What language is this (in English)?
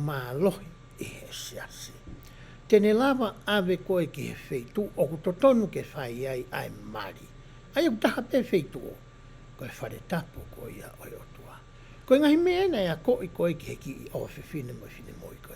Tongan